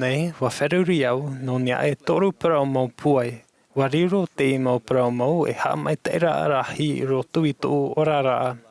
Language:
Tahitian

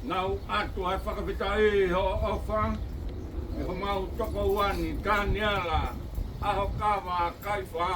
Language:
Tongan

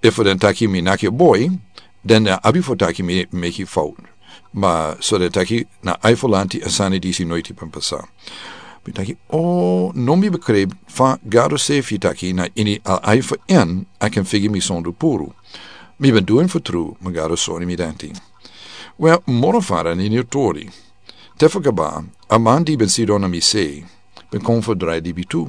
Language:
Sranan Tongo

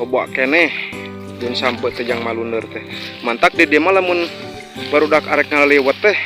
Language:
Sundanese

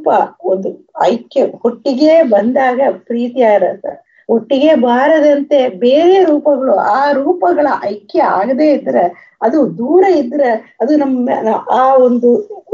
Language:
Kannada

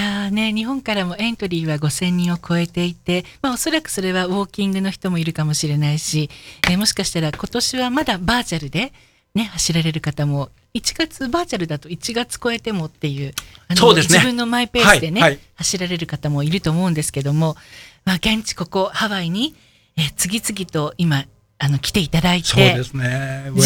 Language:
Japanese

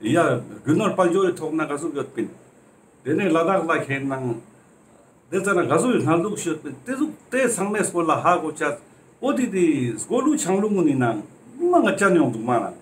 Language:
Ladakhi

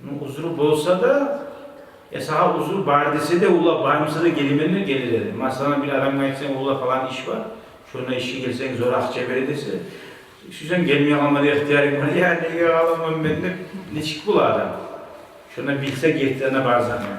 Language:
Kumyk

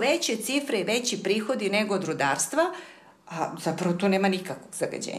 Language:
Serbian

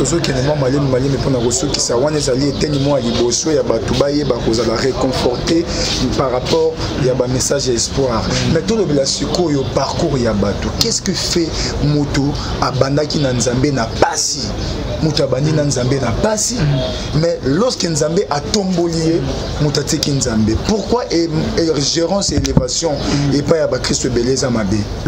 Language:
Lingala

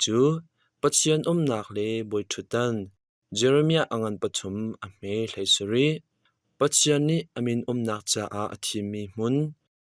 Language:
Hakha Chin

